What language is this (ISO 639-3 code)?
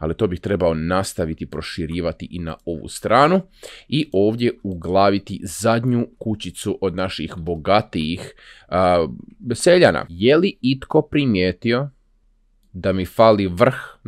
hrv